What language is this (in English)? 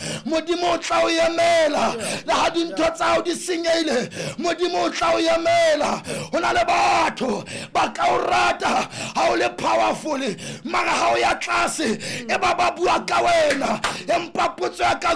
Southern Sotho